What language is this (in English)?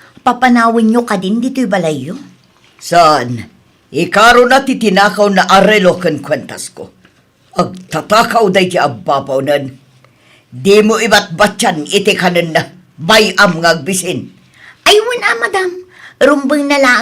Iloko